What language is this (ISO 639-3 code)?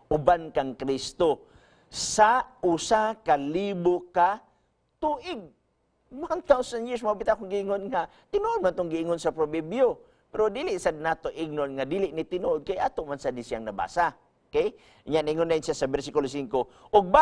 ceb